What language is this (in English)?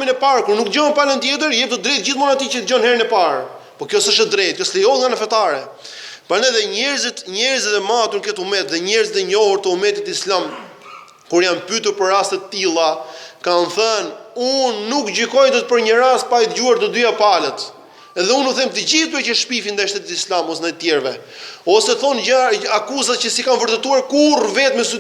Albanian